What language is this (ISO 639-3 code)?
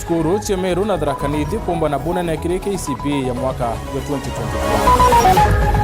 mer